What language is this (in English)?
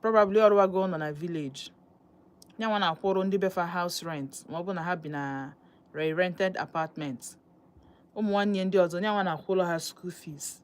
Igbo